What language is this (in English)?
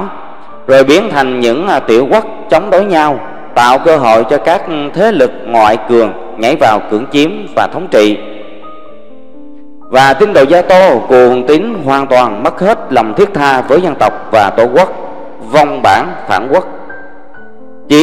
Vietnamese